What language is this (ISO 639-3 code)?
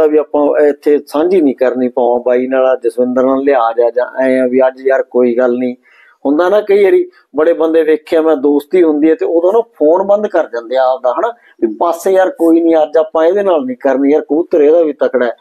pan